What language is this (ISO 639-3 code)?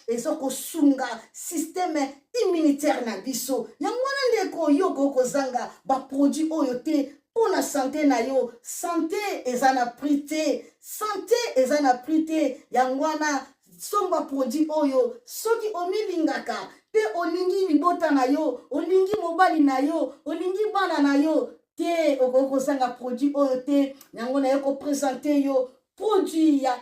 lin